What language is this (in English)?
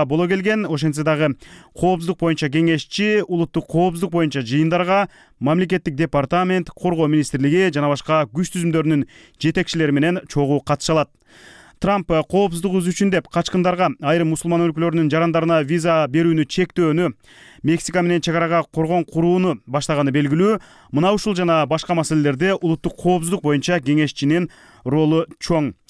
Kyrgyz